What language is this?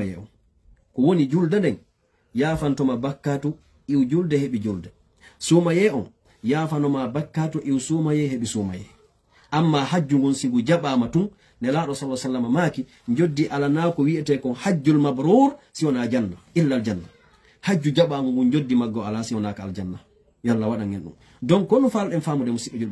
Fula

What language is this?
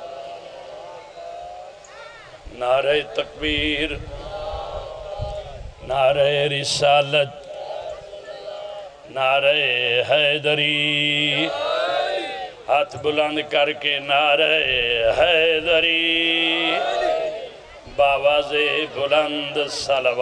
Urdu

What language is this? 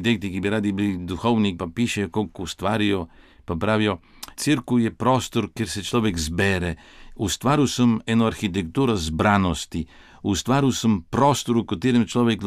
Slovenian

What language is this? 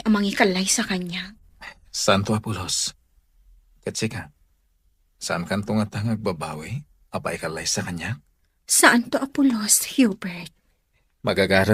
Iloko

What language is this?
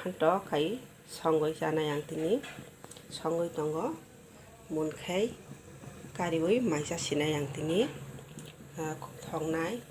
Kok Borok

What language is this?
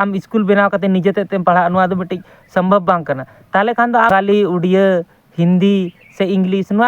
Santali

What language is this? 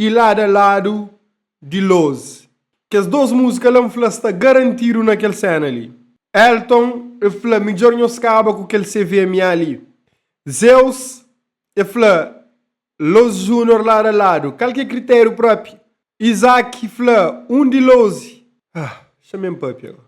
Kabuverdianu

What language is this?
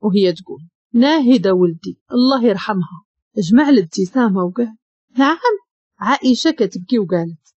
Moroccan Arabic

